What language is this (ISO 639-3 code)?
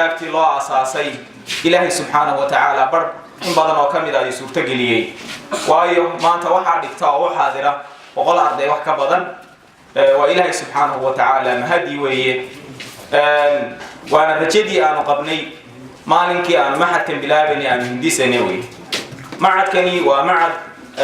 som